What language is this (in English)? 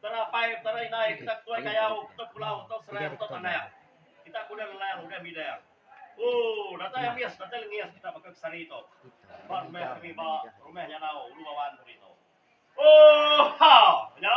Iban